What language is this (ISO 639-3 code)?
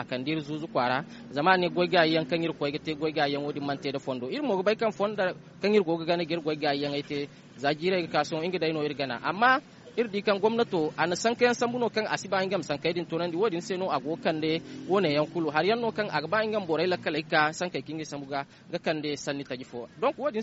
dje